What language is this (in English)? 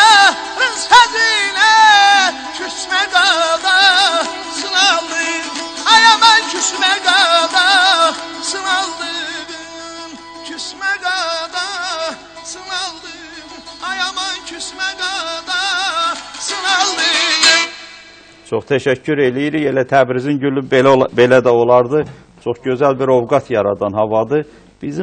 South Azerbaijani